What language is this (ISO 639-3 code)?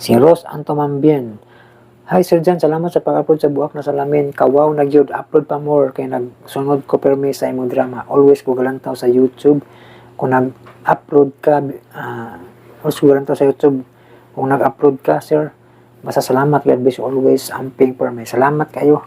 ceb